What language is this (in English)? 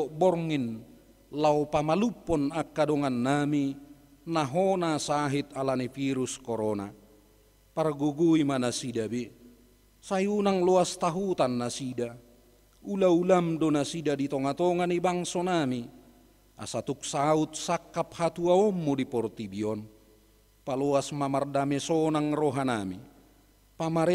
Batak Toba